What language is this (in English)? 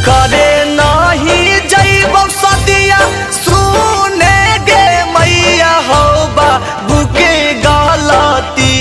Magahi